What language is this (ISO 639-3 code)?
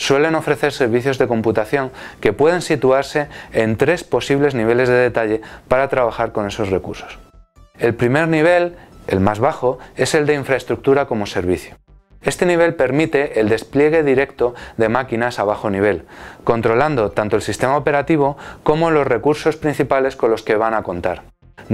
spa